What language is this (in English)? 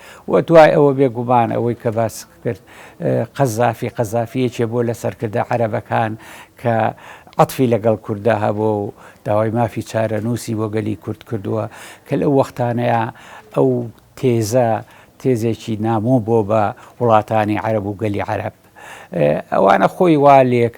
Central Kurdish